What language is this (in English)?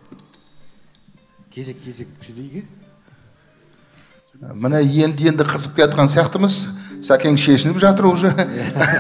Kazakh